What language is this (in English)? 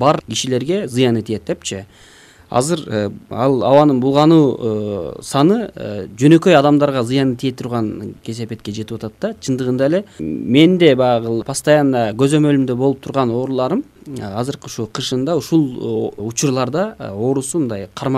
Kyrgyz